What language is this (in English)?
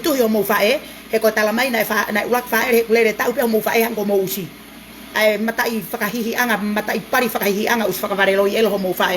Tongan